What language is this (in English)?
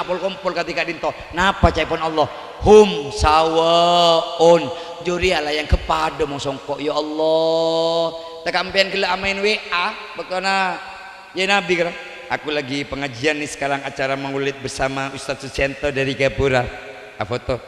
Madurese